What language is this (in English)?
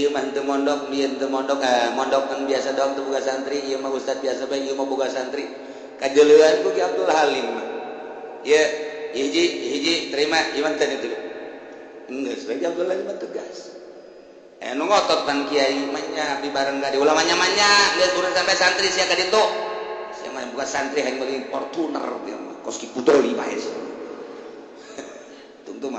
Sundanese